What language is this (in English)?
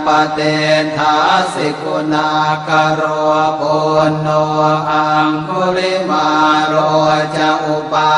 Pali